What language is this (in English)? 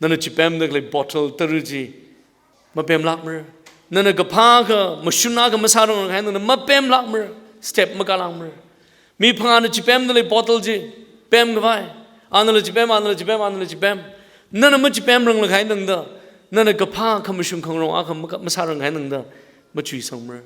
Tangkhul Naga (India)